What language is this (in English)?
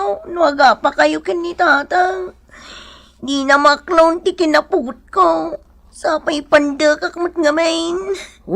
Iloko